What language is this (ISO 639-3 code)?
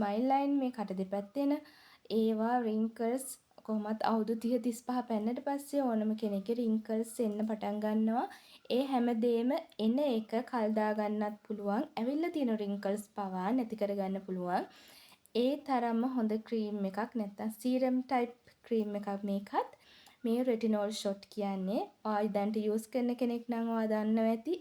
sin